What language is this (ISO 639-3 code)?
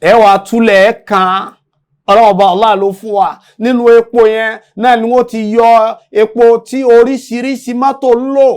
yor